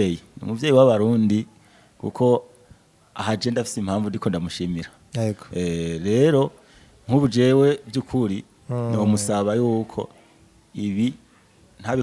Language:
Rundi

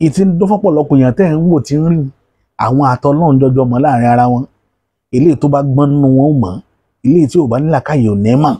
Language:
Yoruba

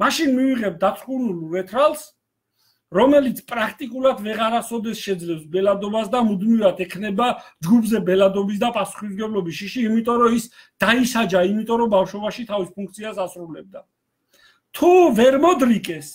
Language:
Georgian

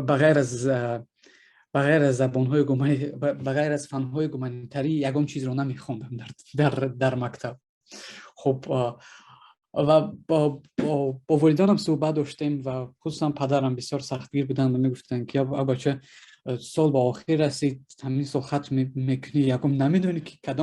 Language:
Tajik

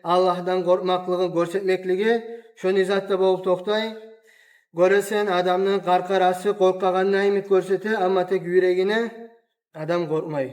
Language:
Kumyk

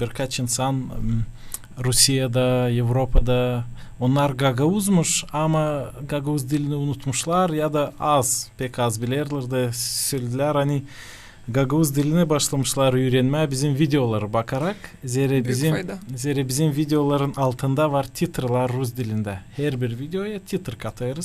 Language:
Gagauz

